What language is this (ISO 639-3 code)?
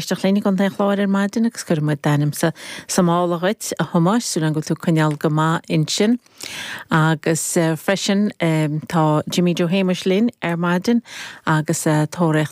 gle